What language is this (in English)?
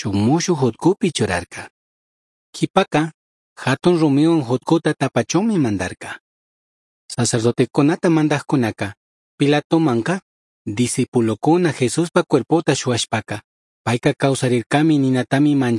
Chimborazo Highland Quichua